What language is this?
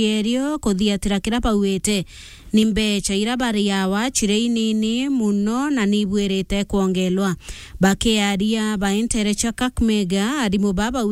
Meru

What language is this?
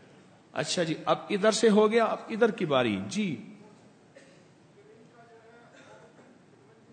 Urdu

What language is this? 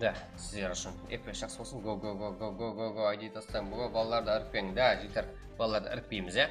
Kara-Kalpak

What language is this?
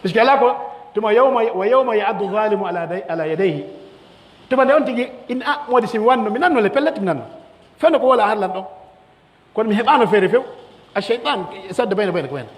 Pular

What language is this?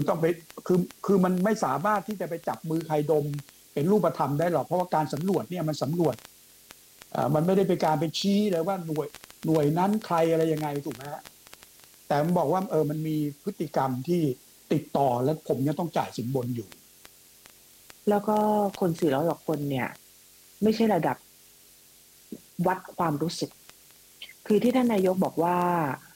Thai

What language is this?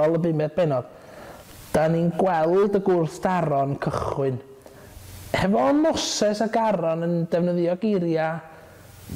Welsh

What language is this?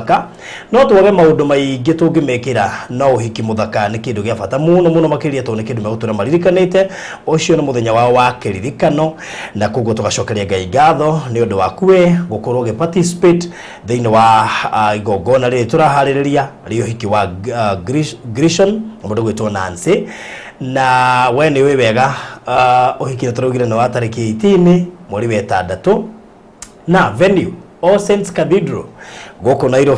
Kikuyu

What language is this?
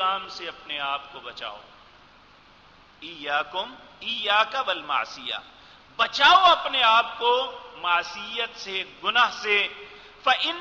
Urdu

